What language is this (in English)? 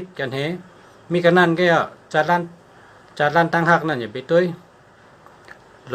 Shan